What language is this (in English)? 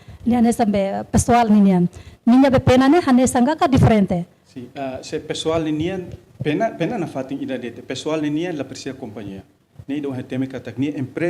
Tetum